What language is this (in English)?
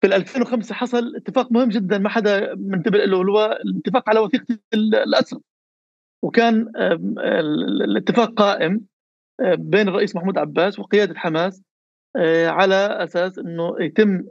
North Levantine Arabic